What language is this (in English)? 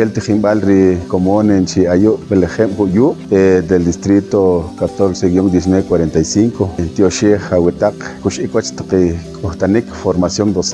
Poqomchi'